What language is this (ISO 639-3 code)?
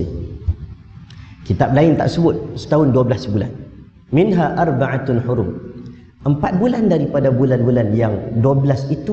msa